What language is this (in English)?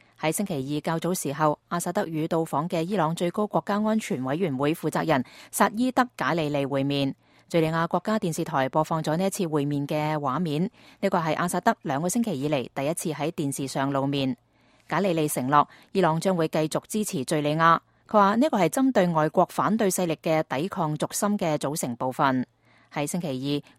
Cantonese